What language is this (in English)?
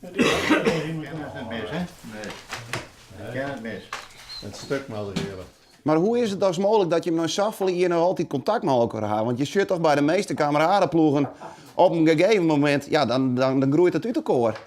Western Frisian